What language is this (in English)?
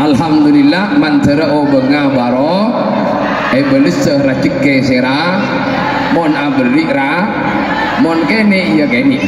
Madurese